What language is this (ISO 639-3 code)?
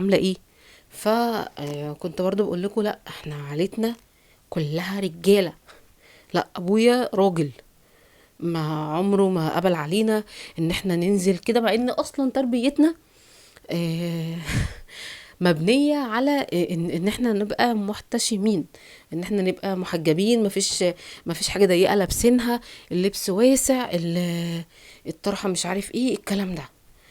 arz